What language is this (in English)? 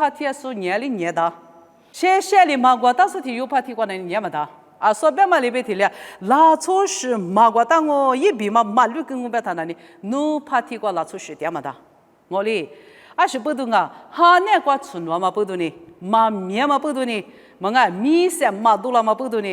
Lisu